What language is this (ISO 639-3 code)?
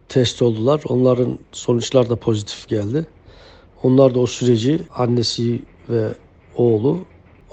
tur